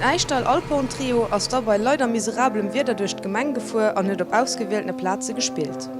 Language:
Luxembourgish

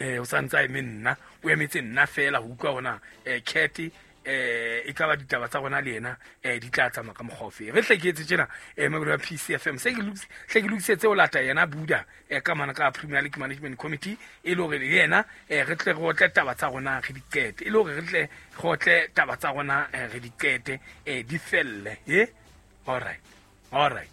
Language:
Southern Sotho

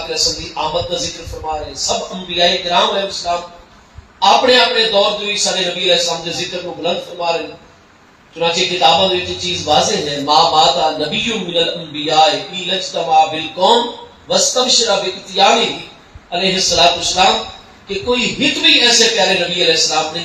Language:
Saraiki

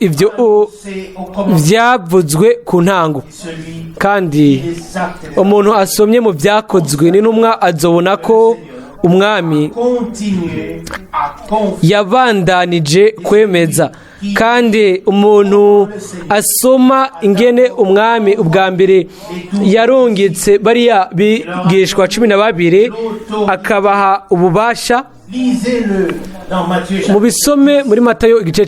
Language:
Rundi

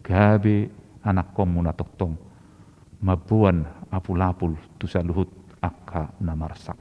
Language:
Batak Toba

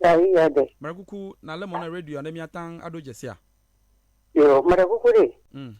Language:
Ewe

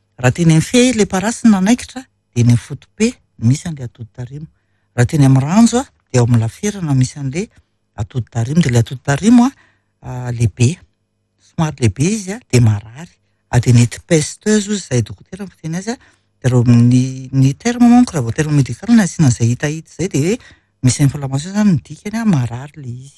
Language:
Malagasy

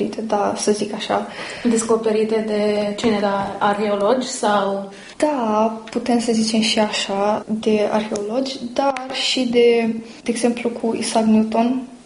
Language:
Romanian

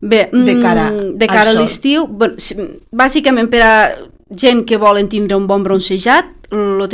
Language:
Catalan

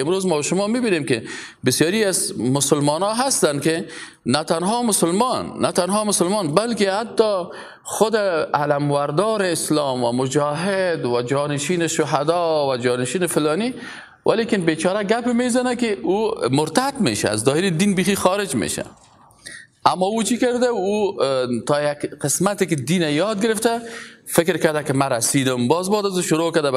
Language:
Persian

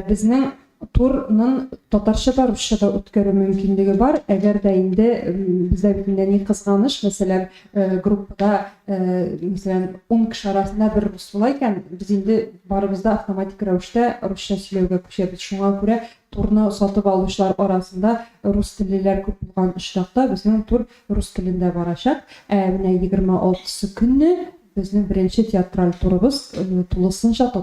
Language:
Tatar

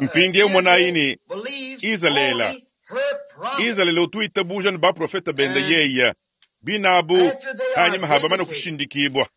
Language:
Luba-Lulua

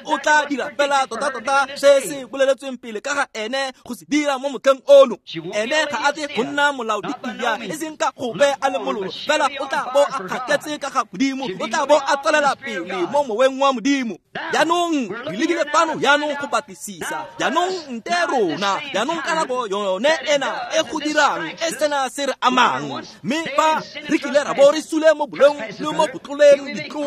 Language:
Tswana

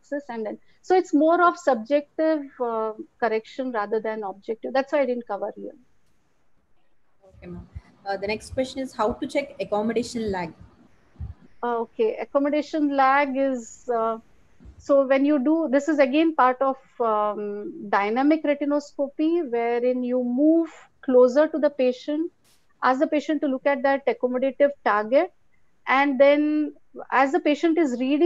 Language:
English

